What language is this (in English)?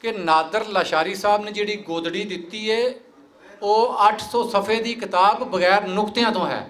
Western Panjabi